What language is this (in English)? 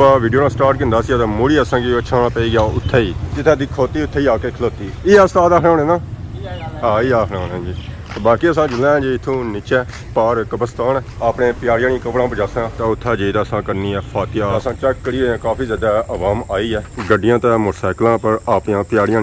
Pahari-Potwari